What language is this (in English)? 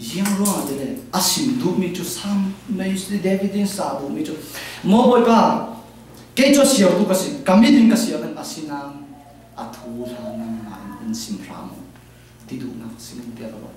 Falam Chin